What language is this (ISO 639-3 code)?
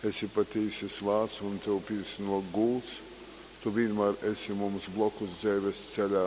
ltg